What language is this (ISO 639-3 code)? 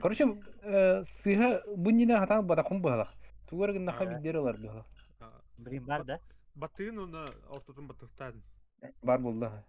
sah